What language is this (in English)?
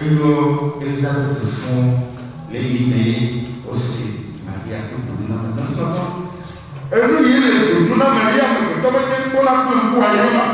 Ewe